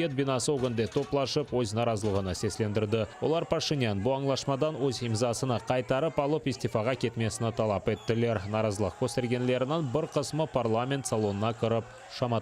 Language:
Crimean Tatar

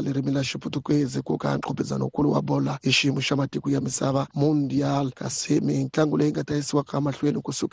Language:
Tsonga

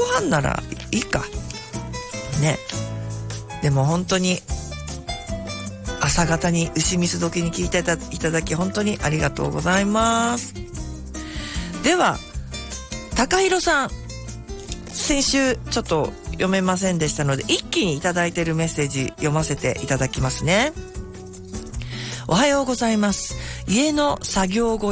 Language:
Japanese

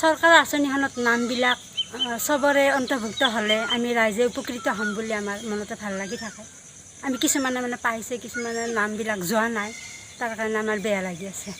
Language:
Assamese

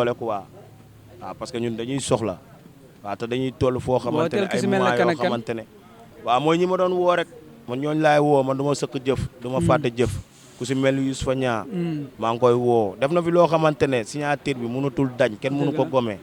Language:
Wolof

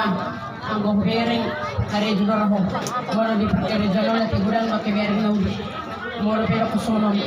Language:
Batak Toba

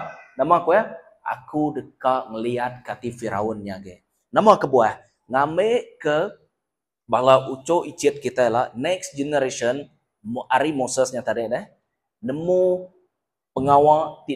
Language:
Iban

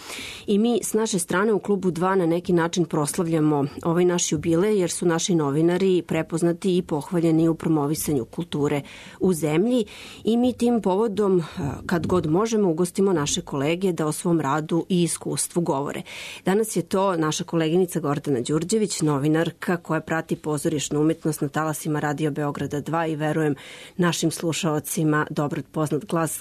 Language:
Serbian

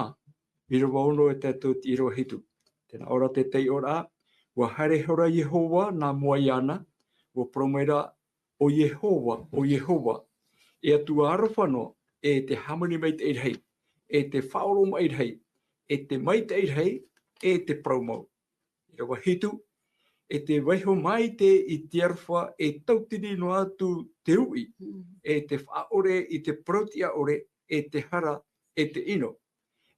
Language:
Tahitian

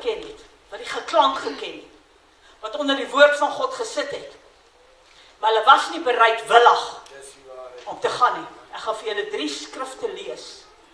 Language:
Afrikaans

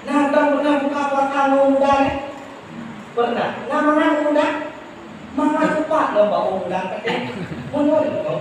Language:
Achinese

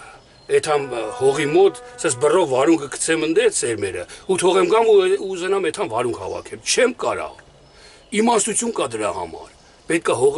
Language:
Armenian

